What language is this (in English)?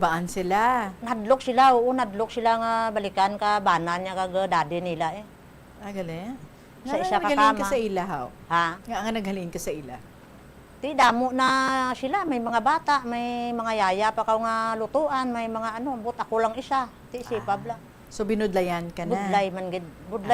Hiligaynon